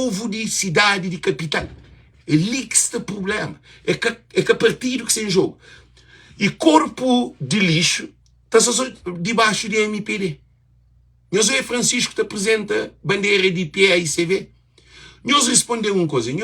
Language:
Kabuverdianu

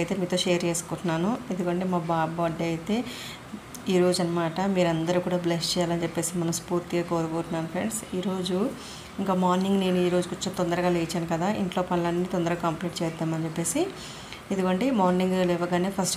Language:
Telugu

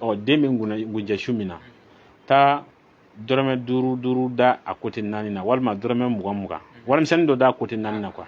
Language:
Bambara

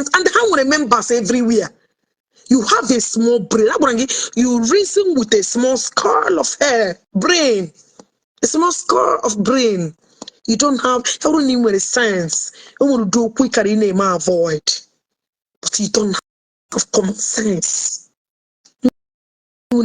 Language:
Igbo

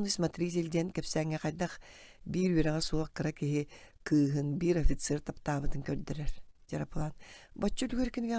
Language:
Yakut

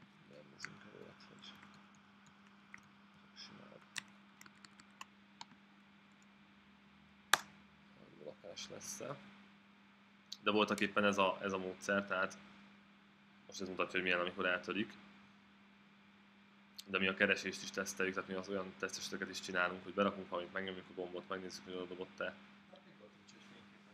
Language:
Hungarian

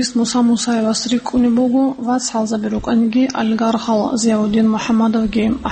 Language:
Avaric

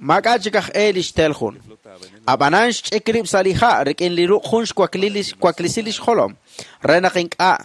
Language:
Kekchí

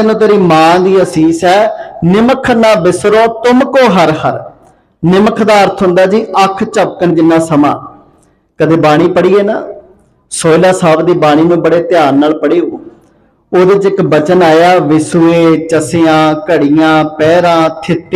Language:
Punjabi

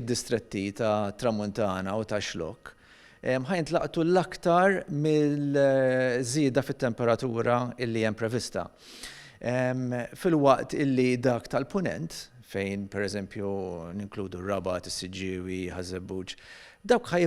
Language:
Maltese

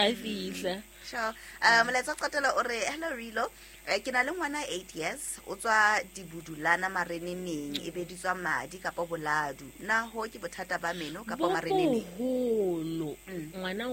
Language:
Southern Sotho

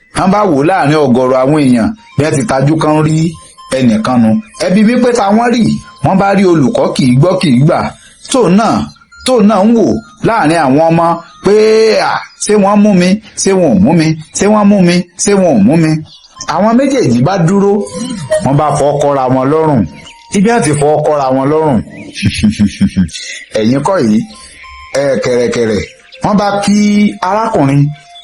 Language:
Yoruba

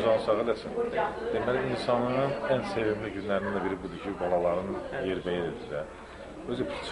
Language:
Azerbaijani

